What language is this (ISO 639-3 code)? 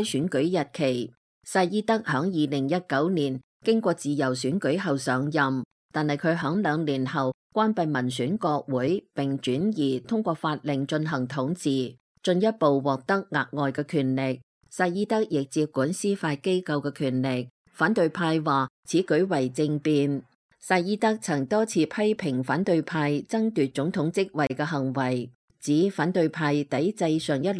yue